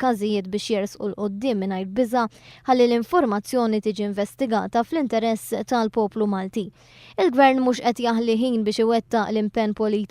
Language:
Maltese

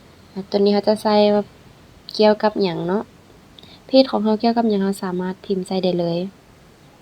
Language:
Lao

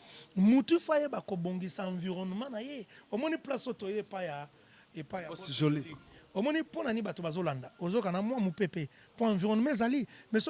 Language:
Lingala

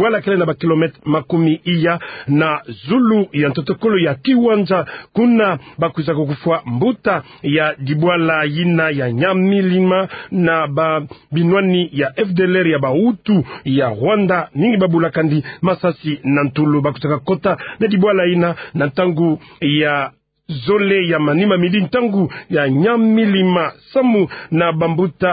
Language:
Kituba (Democratic Republic of Congo)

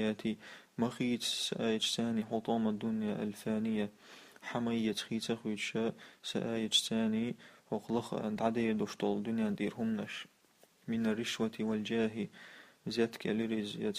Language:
Chechen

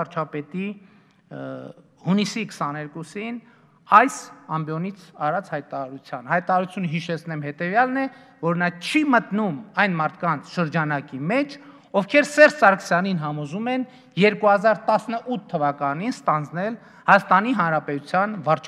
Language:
Armenian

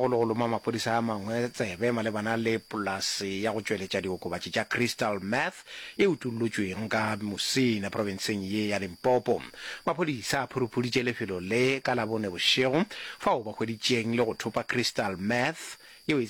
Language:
Northern Sotho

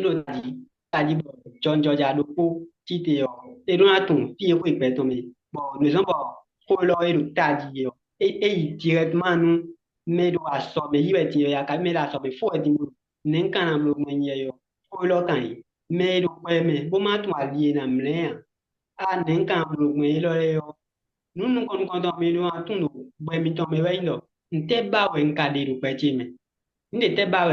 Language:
Fon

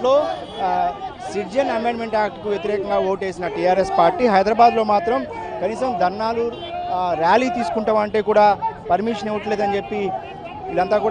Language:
Telugu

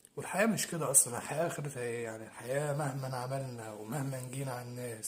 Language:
Egyptian Arabic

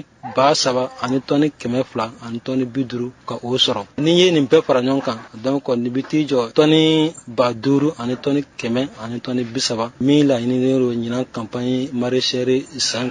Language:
Bambara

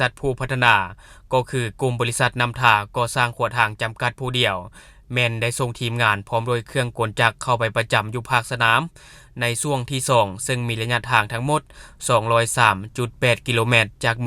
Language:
Lao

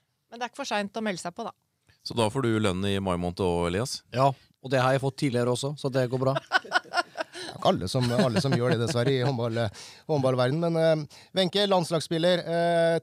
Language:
Norwegian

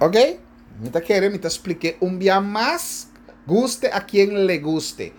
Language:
Papiamento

